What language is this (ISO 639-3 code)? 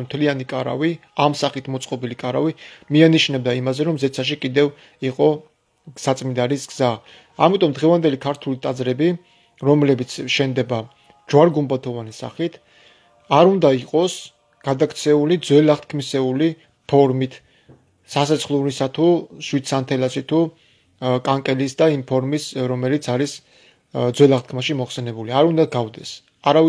kat